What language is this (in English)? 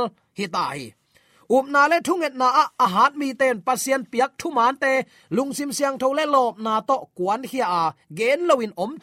Tedim Chin